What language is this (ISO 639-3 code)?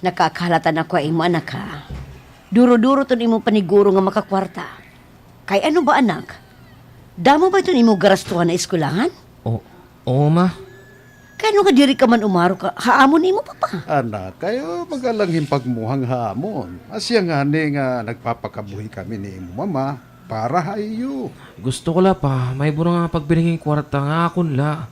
war